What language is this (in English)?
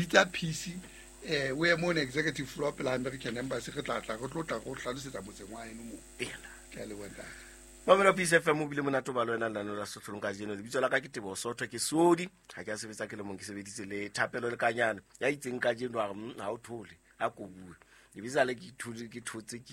Southern Sotho